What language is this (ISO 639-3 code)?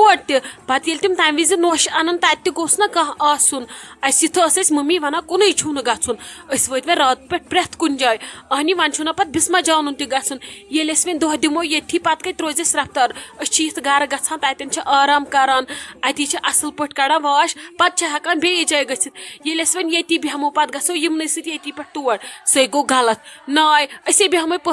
kas